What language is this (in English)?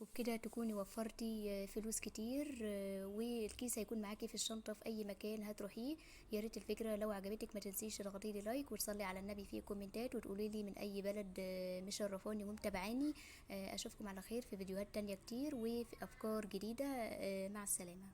Egyptian Arabic